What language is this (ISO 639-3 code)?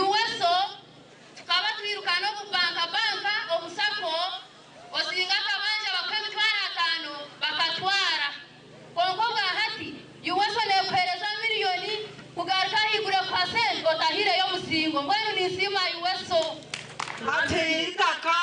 nyn